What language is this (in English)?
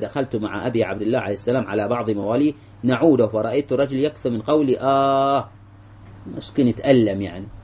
Arabic